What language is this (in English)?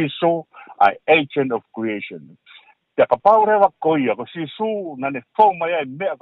Tongan